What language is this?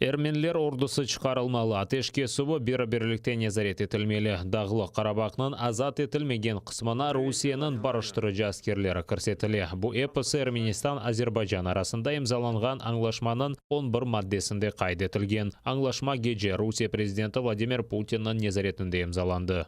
Crimean Tatar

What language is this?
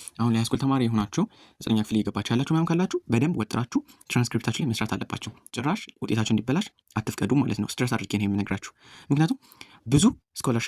Amharic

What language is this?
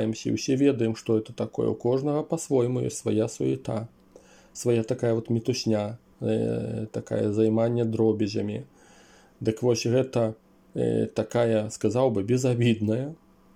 Belarusian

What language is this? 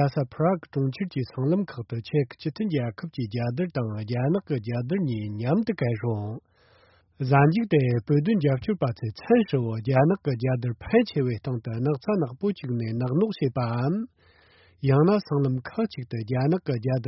Tibetan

